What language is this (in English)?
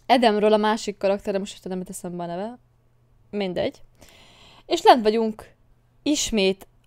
Hungarian